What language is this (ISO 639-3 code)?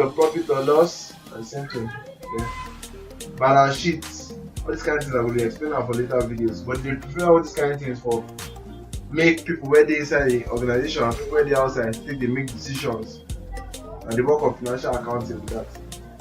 pcm